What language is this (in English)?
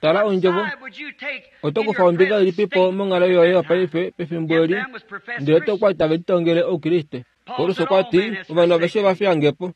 Kuanyama